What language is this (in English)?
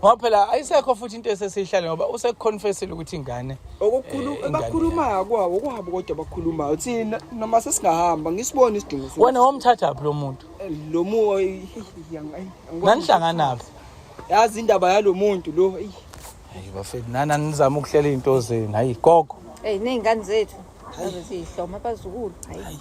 Zulu